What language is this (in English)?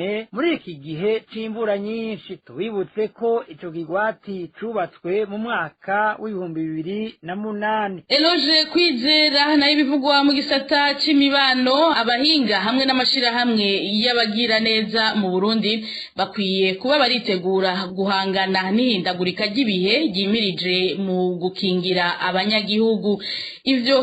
Rundi